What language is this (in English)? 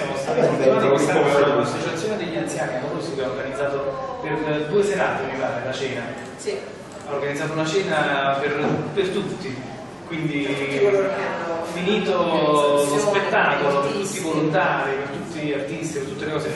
Italian